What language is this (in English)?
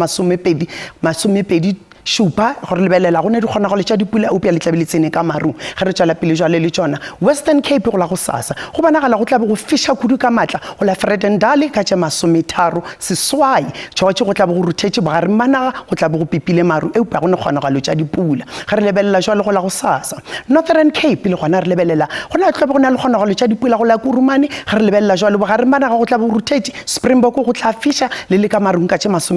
Northern Sotho